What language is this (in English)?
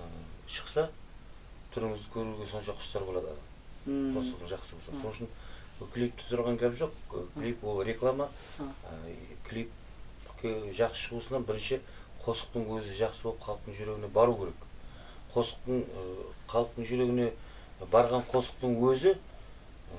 Kara-Kalpak